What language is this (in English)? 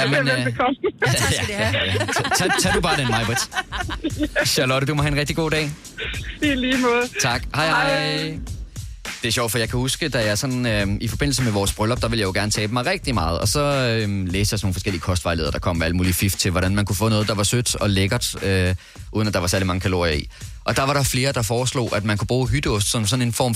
Danish